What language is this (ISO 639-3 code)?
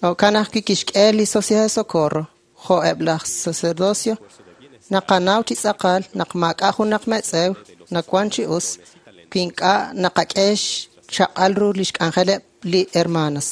kek